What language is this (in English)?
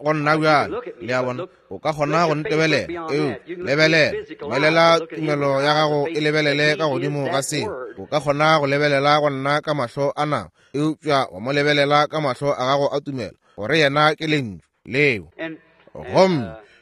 Northern Sotho